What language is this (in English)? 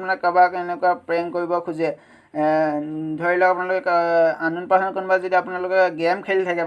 Assamese